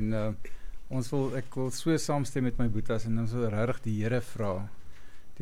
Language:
Afrikaans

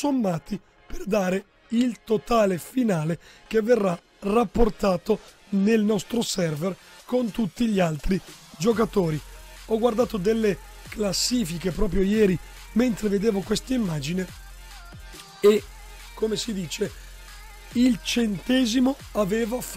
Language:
Italian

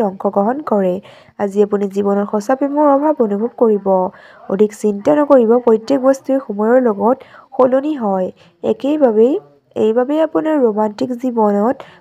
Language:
Assamese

